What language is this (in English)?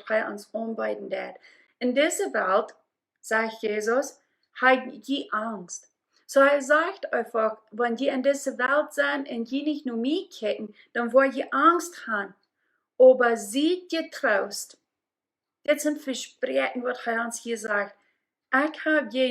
Plautdietsch